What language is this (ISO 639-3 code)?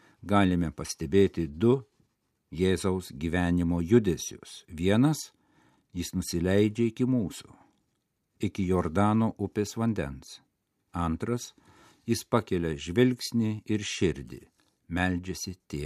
lit